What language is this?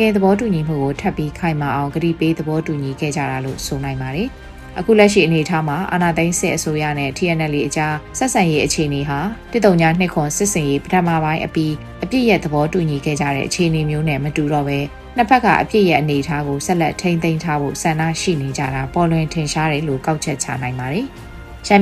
Burmese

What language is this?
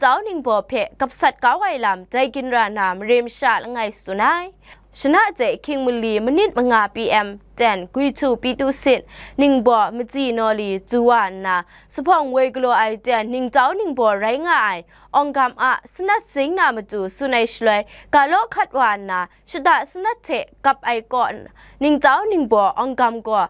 Kachin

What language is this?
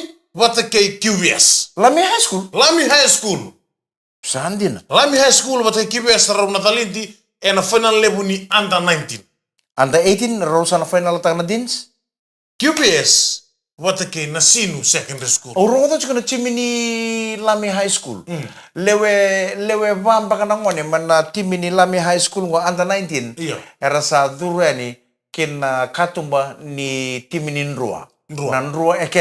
Fijian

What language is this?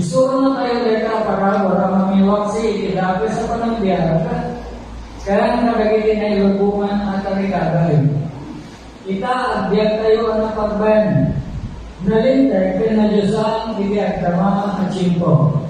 Iloko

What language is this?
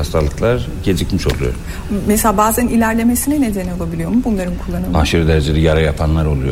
Turkish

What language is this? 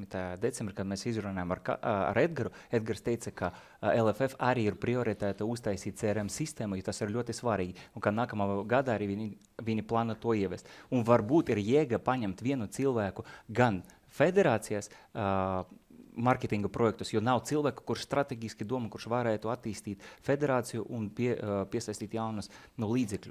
Latvian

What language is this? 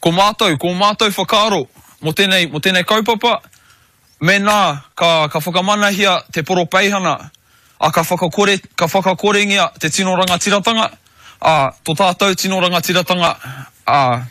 Māori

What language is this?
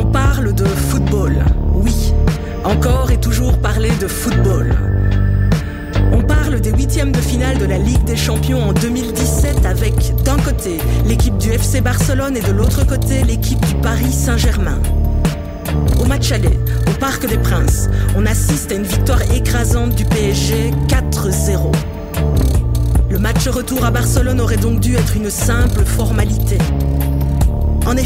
French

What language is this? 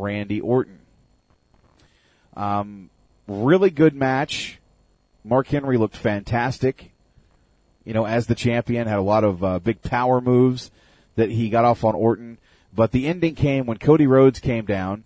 English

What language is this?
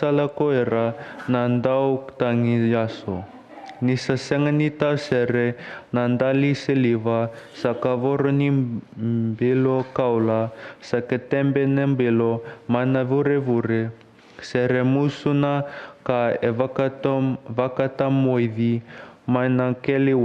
Fijian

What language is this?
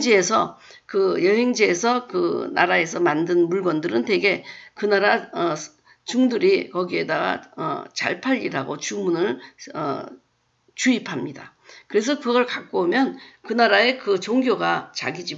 Korean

